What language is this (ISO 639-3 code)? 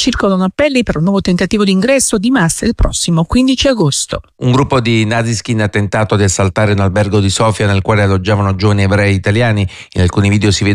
ita